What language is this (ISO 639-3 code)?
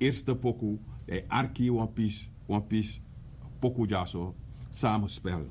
srn